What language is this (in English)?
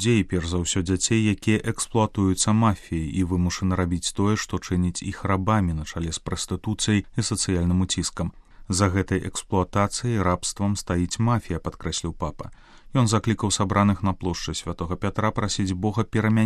Belarusian